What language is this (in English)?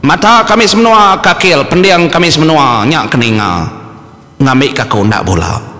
Iban